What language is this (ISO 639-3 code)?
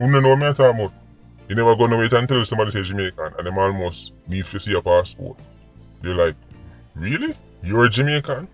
jam